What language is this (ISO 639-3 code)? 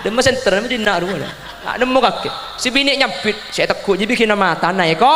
mad